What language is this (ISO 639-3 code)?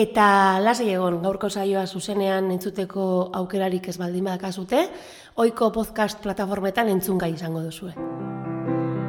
eus